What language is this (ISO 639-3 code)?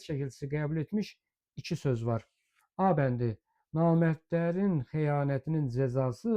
aze